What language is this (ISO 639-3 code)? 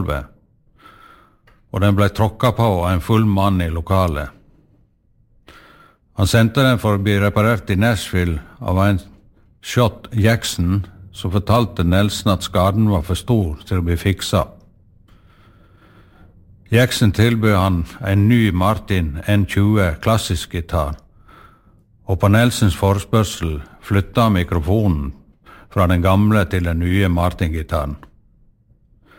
nor